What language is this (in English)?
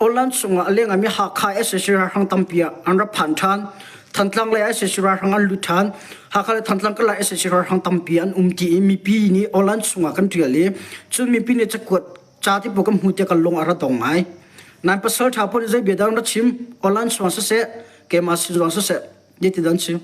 Hakha Chin